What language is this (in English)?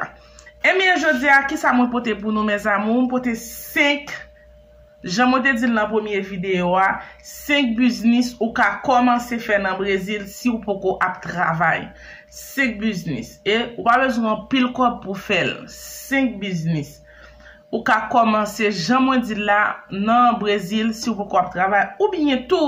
Haitian Creole